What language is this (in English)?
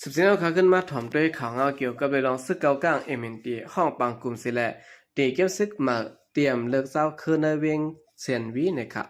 Shan